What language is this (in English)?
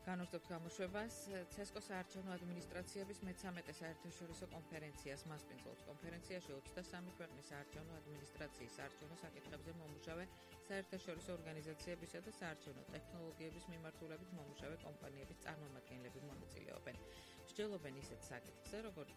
Georgian